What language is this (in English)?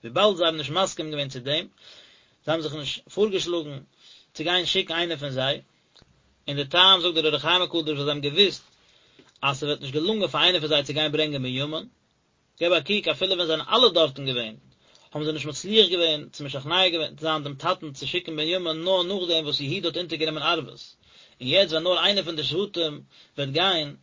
Yiddish